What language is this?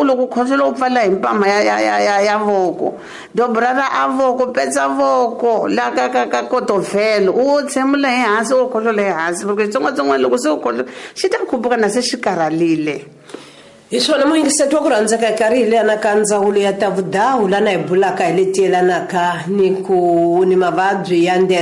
Tsonga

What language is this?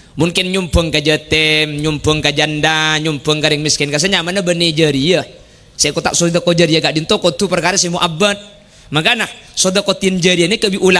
Madurese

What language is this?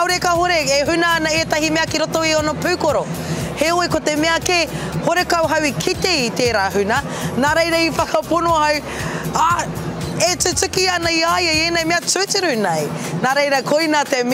Māori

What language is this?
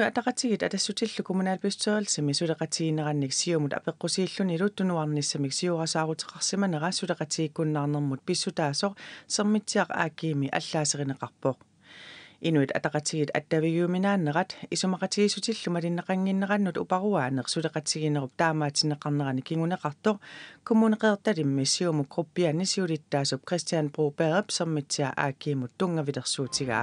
Kalaallisut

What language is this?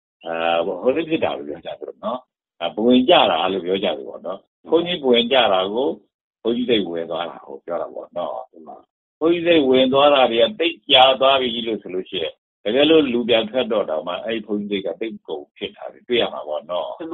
Burmese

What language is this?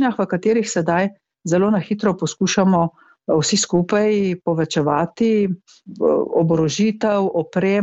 Slovenian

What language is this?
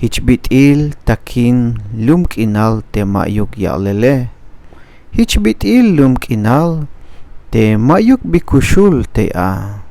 Tzeltal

